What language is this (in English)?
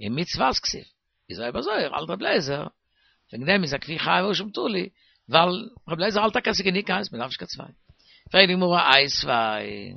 Yiddish